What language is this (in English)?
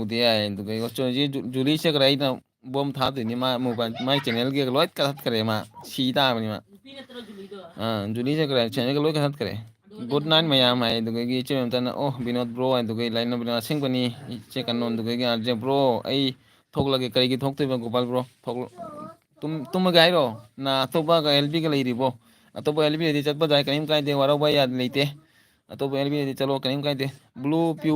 Manipuri